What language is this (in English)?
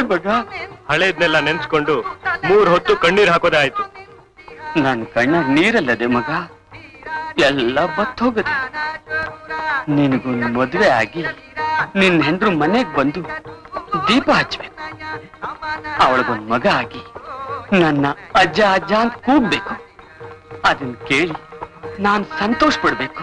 Kannada